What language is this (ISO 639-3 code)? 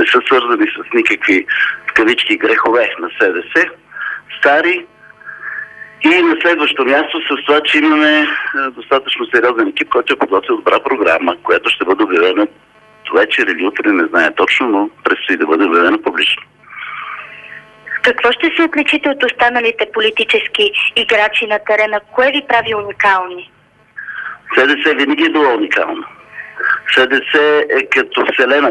bul